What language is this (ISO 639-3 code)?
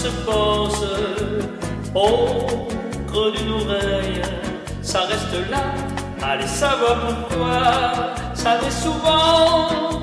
fra